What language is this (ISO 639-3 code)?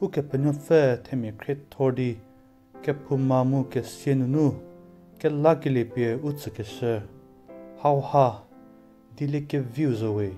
njm